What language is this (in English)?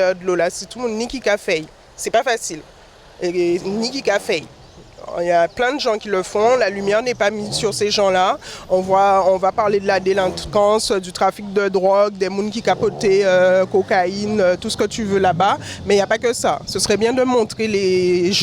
Guadeloupean Creole French